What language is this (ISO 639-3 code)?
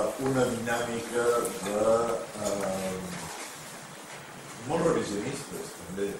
cat